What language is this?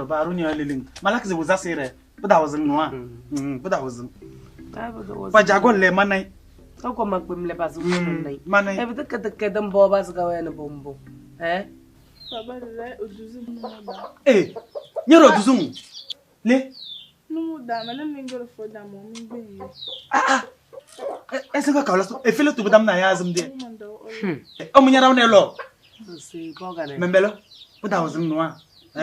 Kabiyè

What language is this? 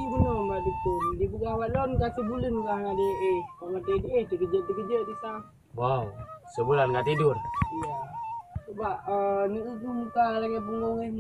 Achinese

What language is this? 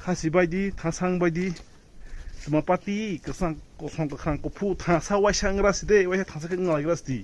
Kok Borok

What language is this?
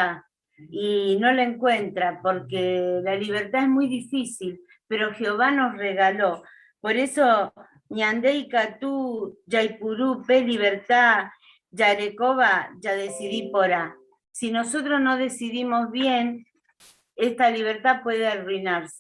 Guarani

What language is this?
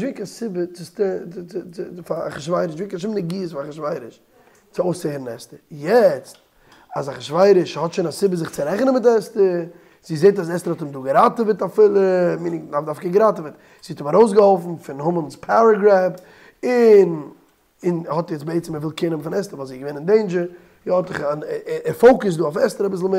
Yiddish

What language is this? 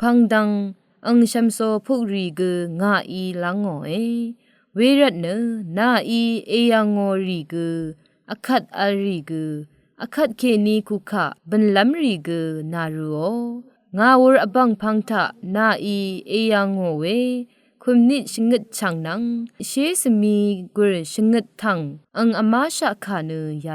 Rawang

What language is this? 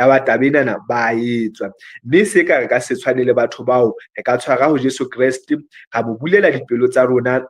Southern Sotho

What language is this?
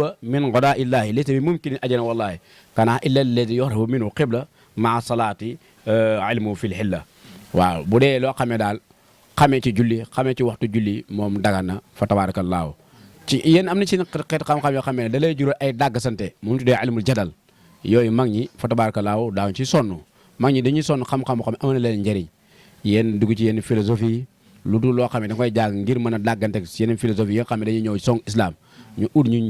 Wolof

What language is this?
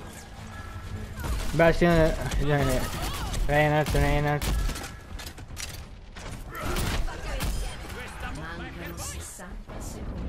Italian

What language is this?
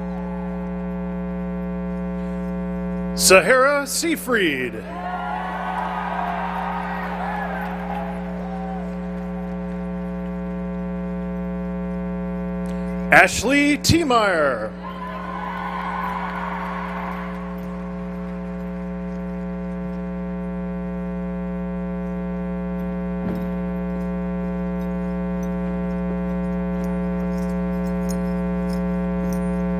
English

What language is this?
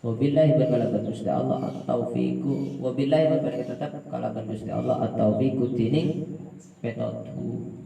Madurese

